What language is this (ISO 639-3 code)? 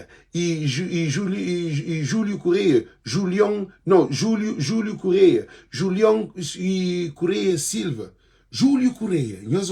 kea